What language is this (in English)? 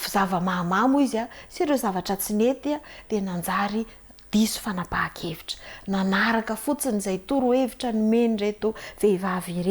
Malagasy